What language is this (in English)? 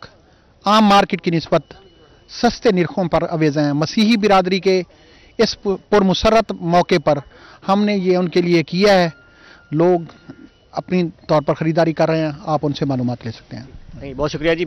Urdu